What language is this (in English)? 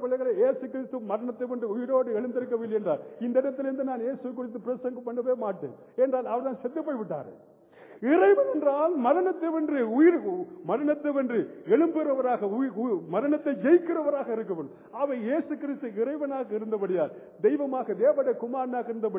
Tamil